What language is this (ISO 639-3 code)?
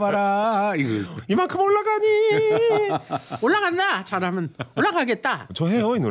kor